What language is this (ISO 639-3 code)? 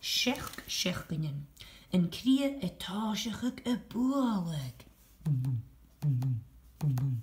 gla